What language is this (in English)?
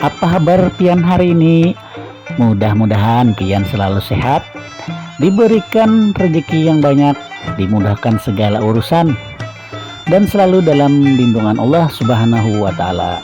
Banjar